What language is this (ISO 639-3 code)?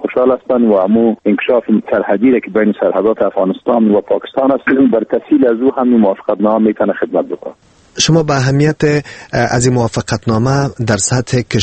fas